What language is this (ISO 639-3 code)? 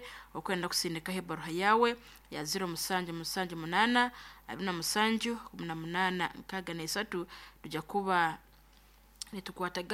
nyo